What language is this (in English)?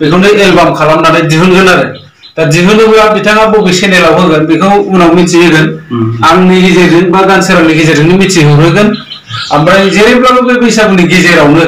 Bodo